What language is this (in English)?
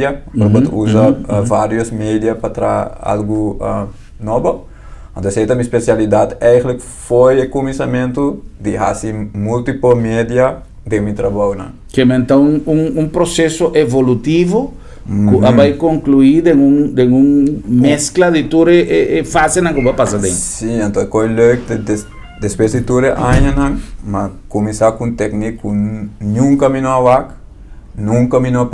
Papiamento